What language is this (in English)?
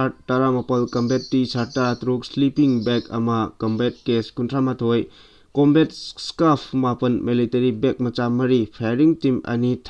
Manipuri